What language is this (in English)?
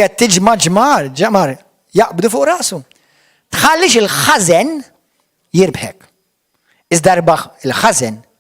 Maltese